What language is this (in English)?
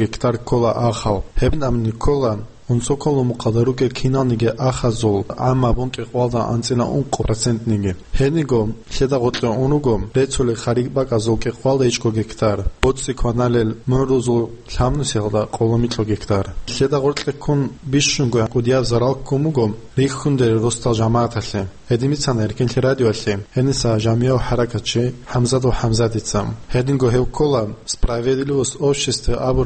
Avaric